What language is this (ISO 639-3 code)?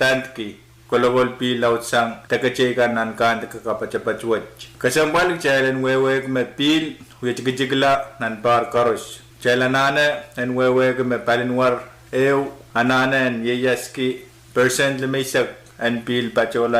pon